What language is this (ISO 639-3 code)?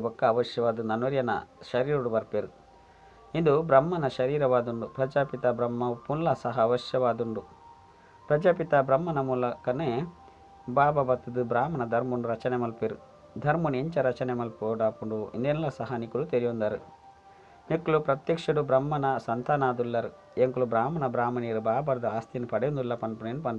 tcy